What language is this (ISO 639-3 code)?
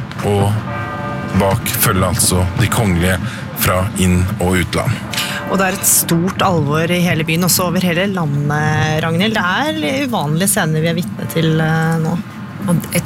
nor